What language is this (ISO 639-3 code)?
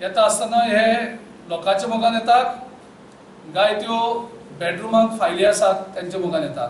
kok